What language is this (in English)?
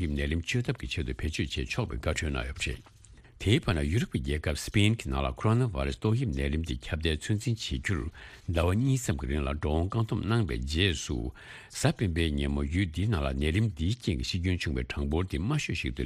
Tibetan